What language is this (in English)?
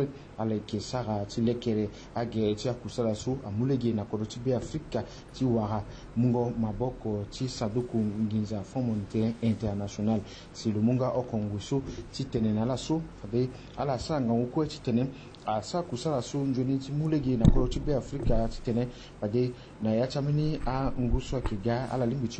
Sango